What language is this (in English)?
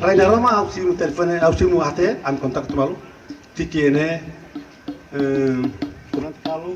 Tetum